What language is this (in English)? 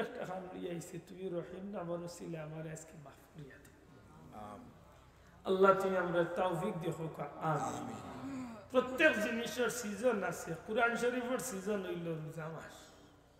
Sylheti